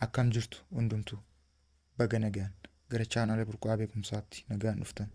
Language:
Oromo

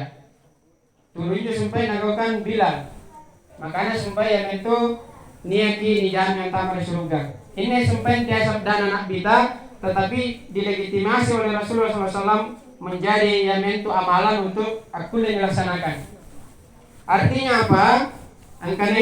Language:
Makasar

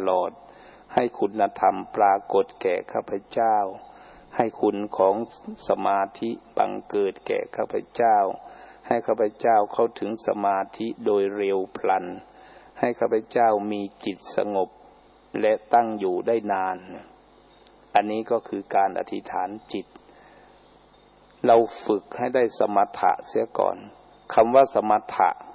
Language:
Thai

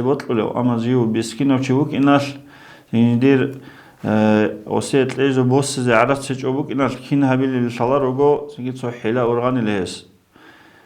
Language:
Avaric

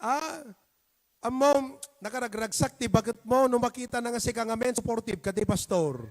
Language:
Iloko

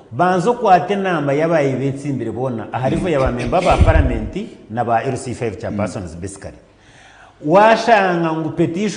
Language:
Nyankole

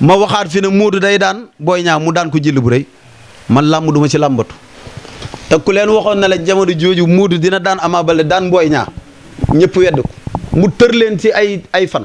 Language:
Wolof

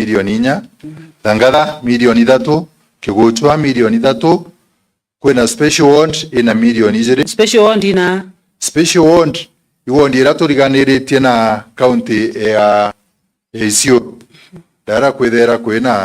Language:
Meru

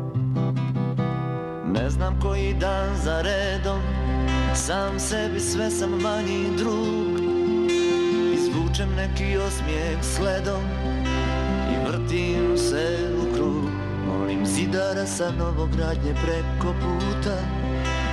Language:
Serbian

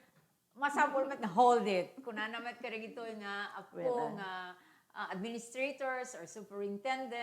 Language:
Iloko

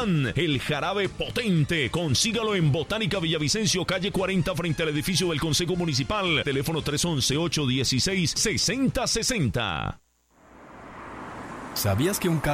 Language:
Spanish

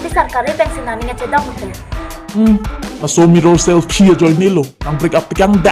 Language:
Karbi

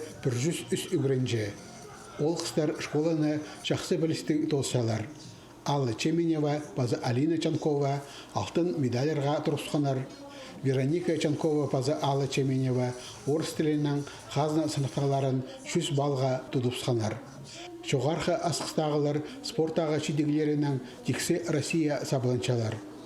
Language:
Khakas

